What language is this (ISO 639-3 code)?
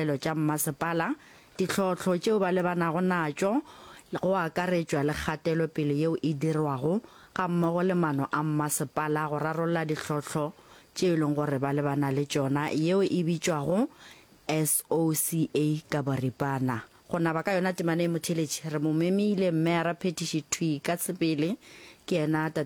nso